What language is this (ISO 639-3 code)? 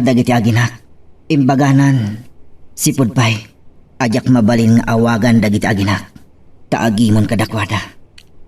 ilo